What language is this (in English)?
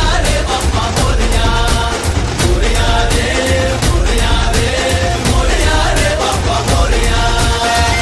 Marathi